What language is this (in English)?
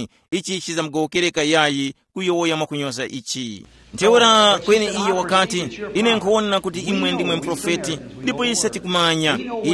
Tumbuka